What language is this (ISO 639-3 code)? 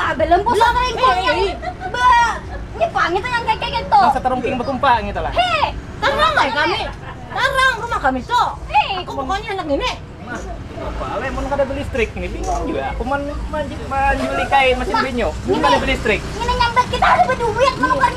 bjn